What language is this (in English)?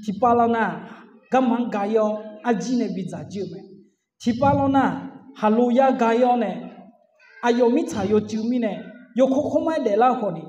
Akha